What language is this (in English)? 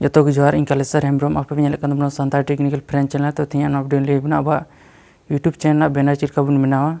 Santali